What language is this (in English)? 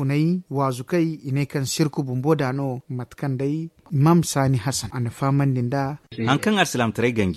Zarma